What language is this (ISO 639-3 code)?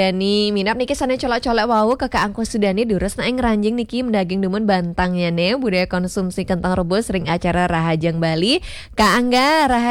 ban